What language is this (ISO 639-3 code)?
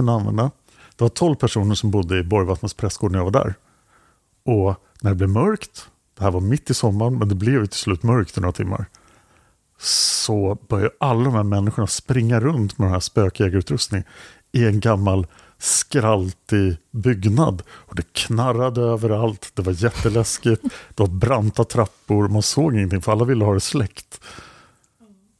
swe